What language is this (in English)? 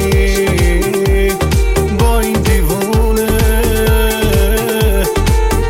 Persian